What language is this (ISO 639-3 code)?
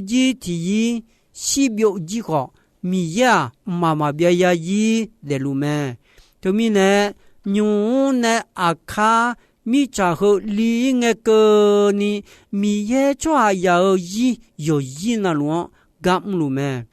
ahk